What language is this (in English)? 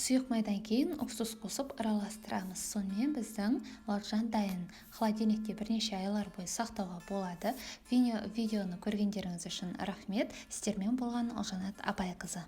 Kazakh